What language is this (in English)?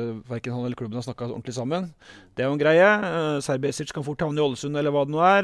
Norwegian